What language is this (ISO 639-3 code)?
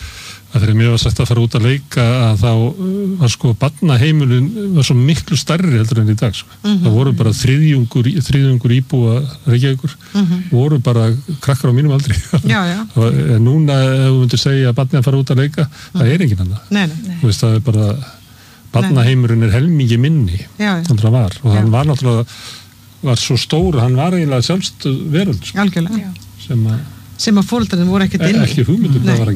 isl